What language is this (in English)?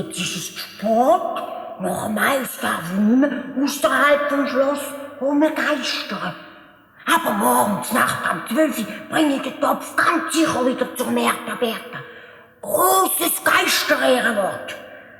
Swiss German